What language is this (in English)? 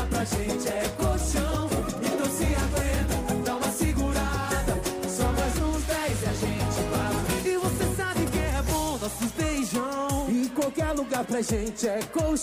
Portuguese